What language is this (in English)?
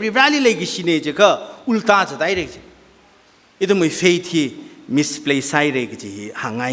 Tangkhul Naga (India)